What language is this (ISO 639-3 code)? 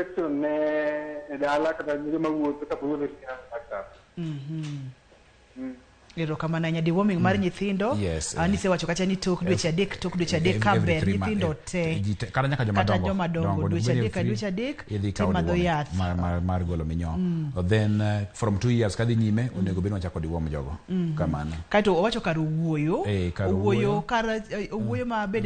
luo